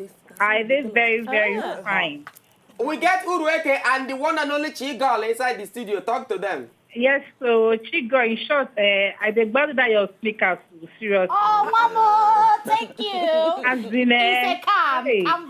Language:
Nigerian Pidgin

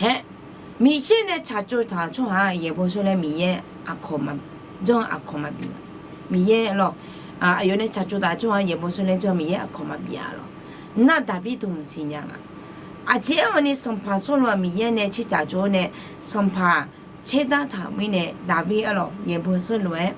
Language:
Akha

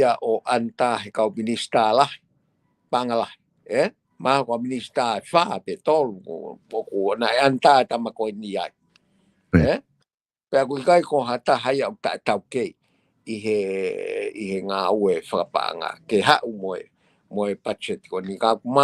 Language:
Tongan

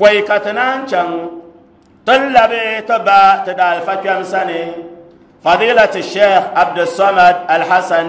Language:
Dagbani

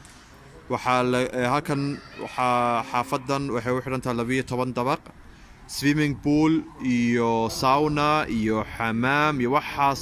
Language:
Somali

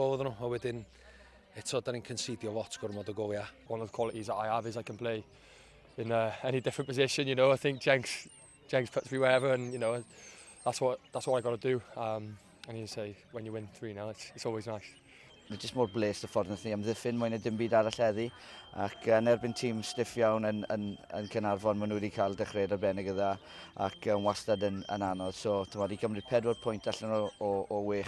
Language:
Welsh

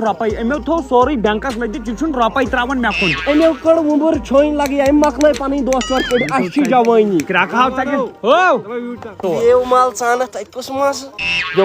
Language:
Kashmiri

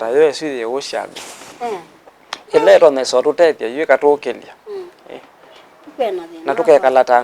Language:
Kamba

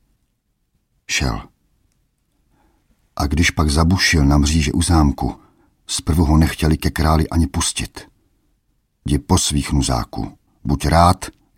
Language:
Czech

